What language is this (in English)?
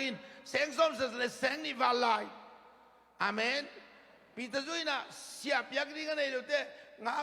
Tedim Chin